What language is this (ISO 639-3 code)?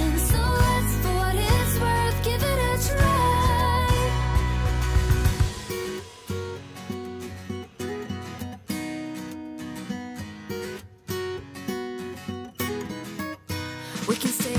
est